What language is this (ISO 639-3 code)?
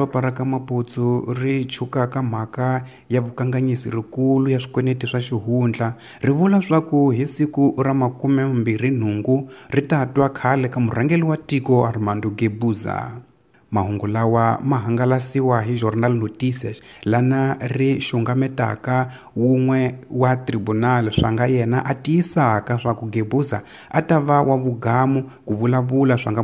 tso